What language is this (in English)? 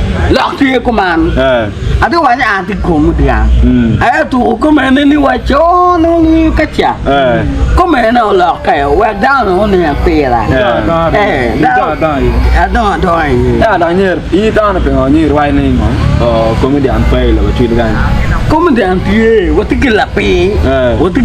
Acoli